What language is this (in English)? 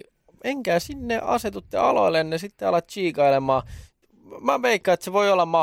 Finnish